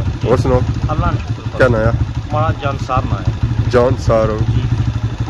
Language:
Pahari-Potwari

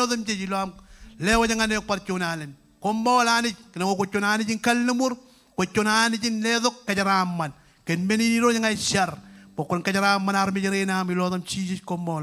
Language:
Marshallese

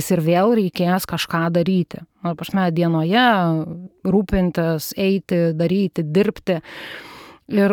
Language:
Lithuanian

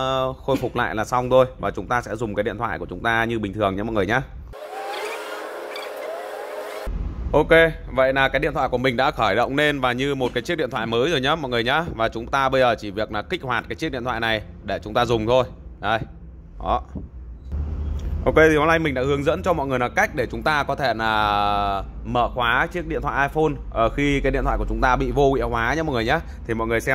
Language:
Vietnamese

